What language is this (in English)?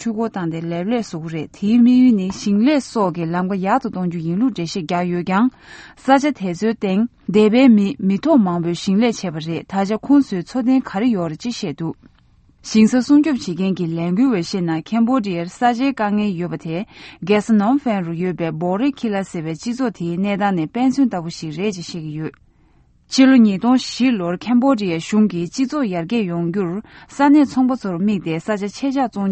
Tibetan